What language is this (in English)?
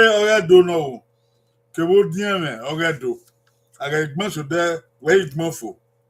Bini